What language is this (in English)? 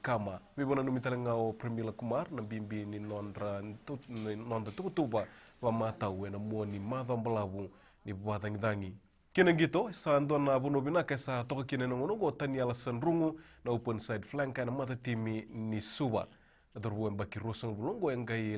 Fijian